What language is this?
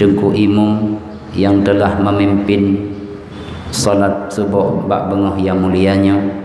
Achinese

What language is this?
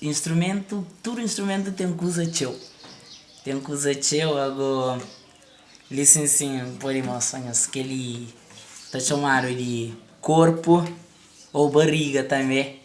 Kabuverdianu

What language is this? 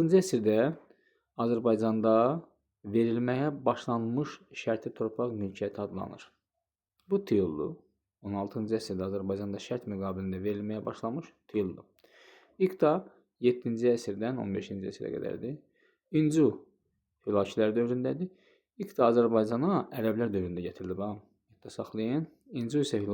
Azerbaijani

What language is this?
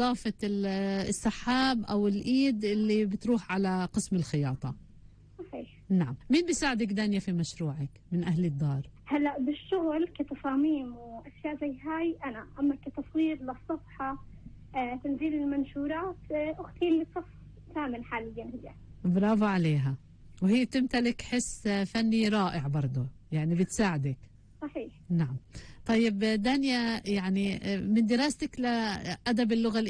North Levantine Arabic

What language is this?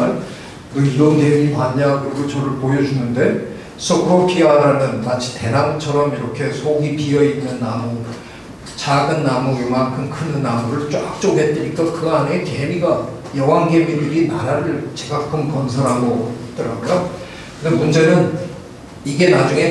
Korean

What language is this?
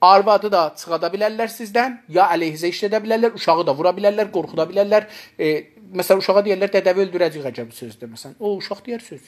South Azerbaijani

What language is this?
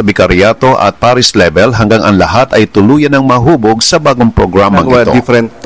Filipino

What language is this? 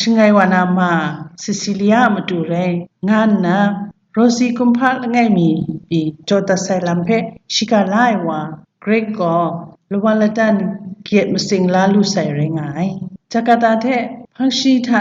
Kachin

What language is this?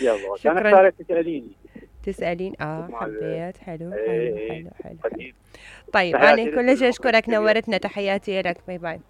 Mesopotamian Arabic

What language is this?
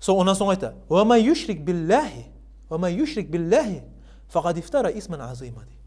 Kumyk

